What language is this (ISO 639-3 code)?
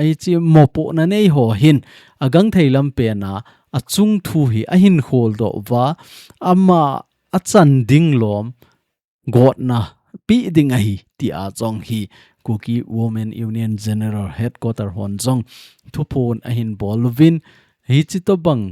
tcz